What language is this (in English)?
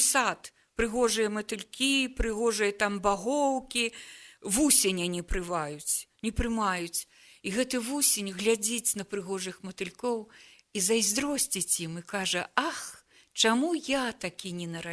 Belarusian